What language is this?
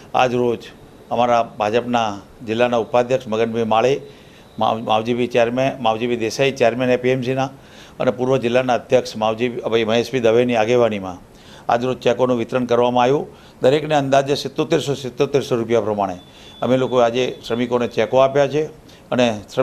Gujarati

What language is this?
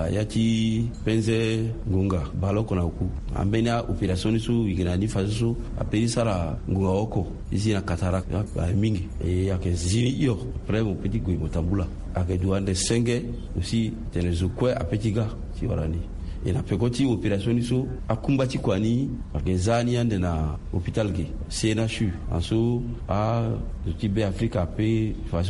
Sango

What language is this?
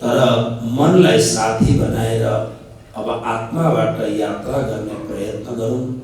Nepali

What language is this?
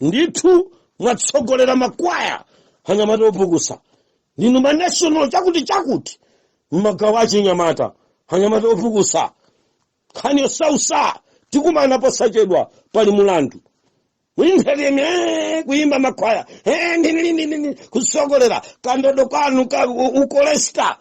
Nyanja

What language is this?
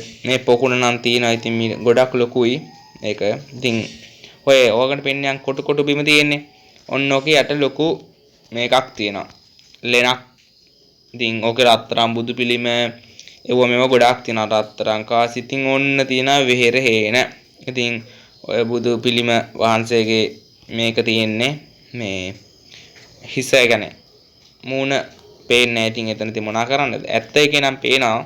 Sinhala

